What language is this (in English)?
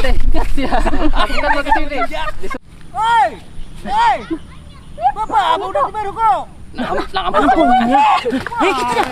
Banjar